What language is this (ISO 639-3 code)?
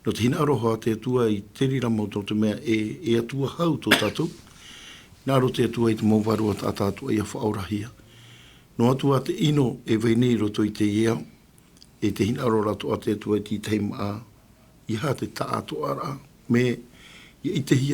tah